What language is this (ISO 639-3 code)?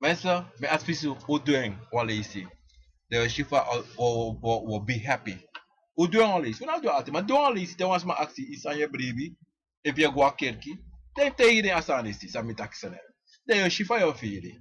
srn